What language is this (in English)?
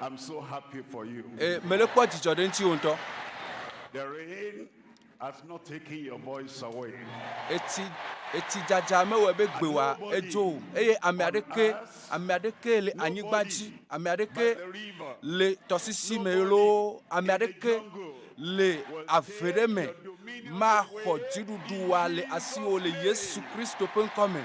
Ewe